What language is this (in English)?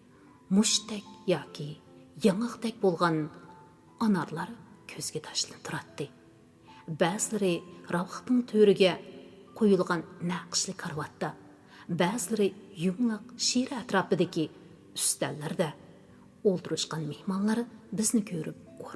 Uyghur